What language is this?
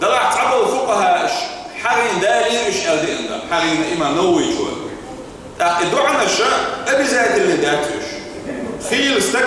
Chechen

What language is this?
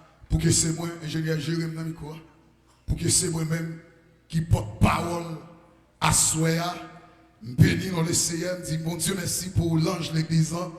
Haitian Creole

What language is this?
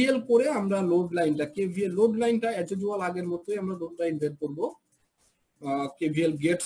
Bangla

